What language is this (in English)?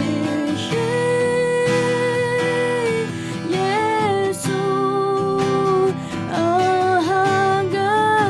Akha